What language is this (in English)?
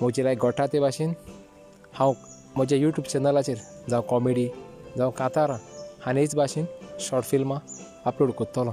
Konkani